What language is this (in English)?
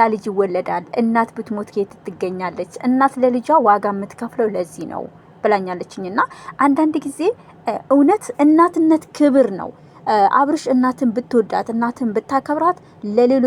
Amharic